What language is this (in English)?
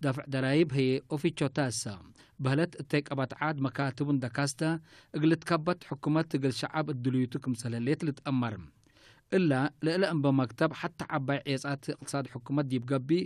Tigre